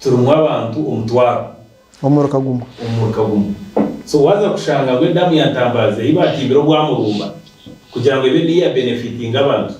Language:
Nyankole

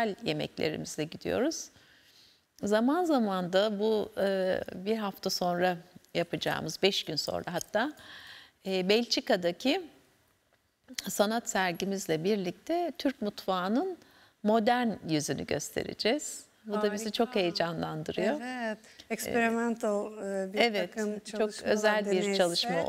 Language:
Turkish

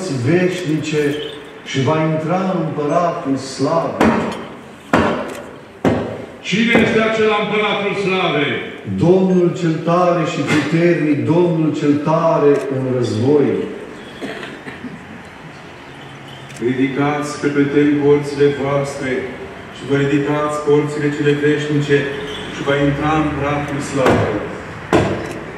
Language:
Romanian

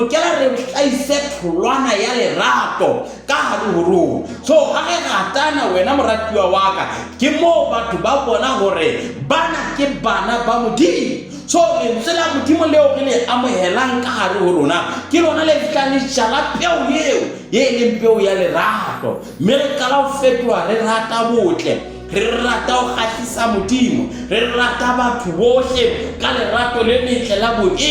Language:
Southern Sotho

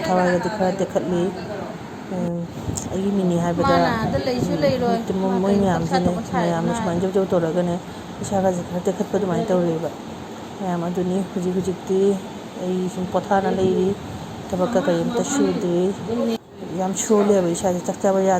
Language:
Manipuri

